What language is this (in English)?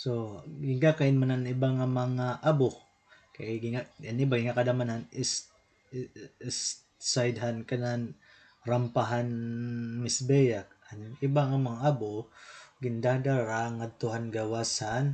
Waray